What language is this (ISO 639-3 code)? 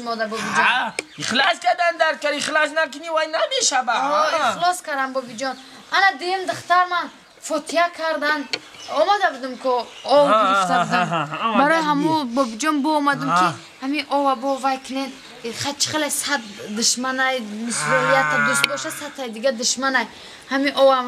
tgk